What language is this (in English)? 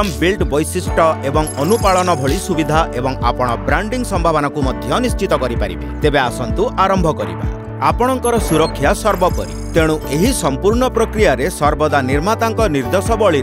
Odia